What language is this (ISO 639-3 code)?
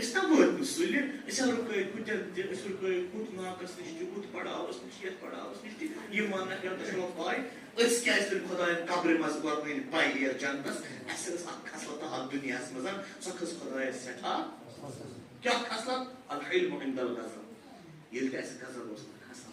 kas